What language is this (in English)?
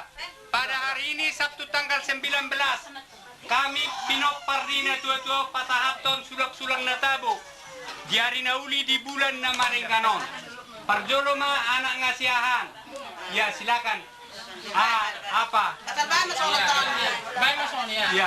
Batak Toba